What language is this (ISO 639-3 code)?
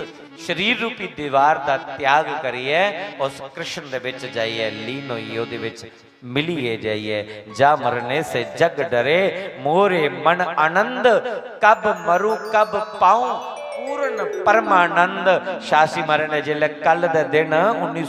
doi